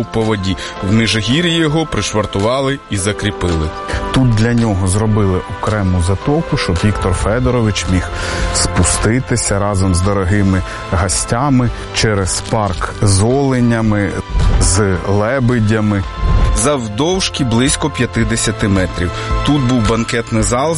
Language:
Ukrainian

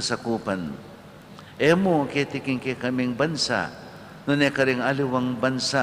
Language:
Pampanga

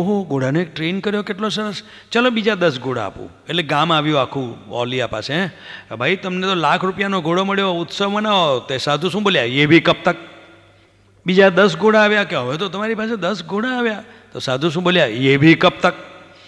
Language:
Gujarati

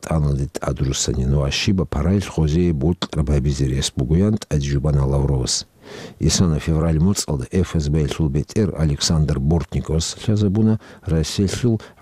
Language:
Avaric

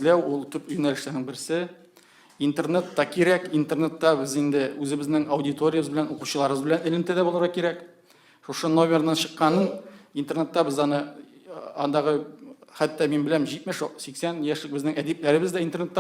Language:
Tatar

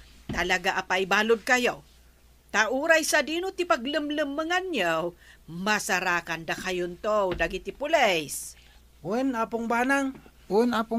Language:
Iloko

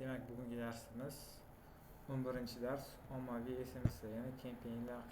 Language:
Uzbek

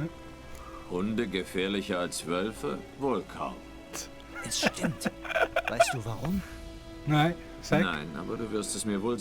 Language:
Swiss German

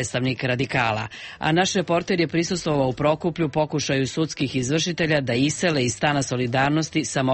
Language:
Serbian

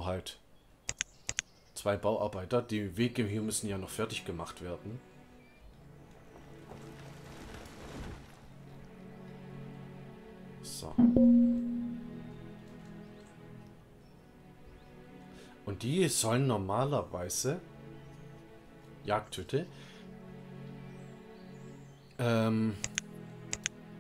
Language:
German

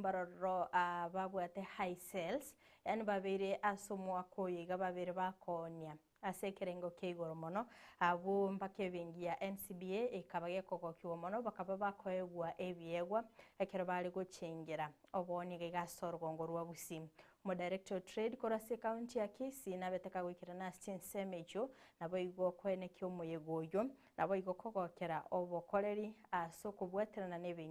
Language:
Gusii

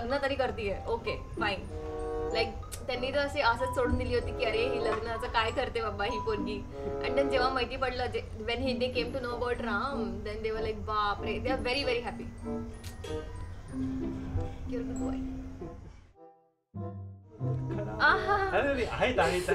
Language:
Marathi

